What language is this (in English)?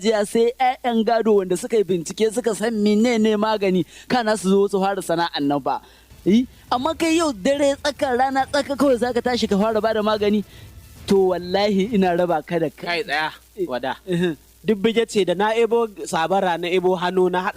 Hausa